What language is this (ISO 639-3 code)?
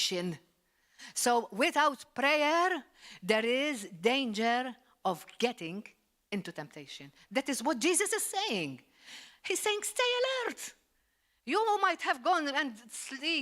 eng